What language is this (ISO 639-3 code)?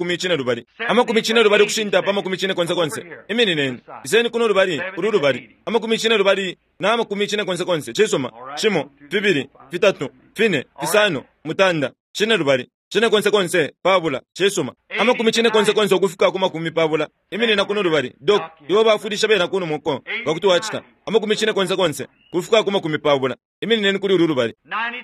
bem